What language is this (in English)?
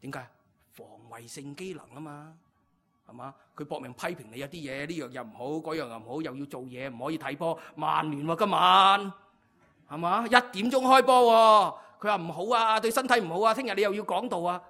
Cantonese